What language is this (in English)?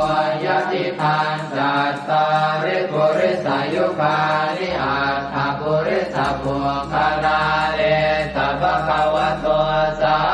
Pali